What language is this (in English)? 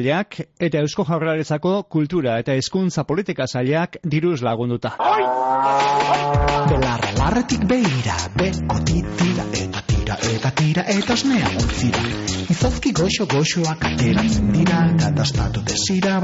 Basque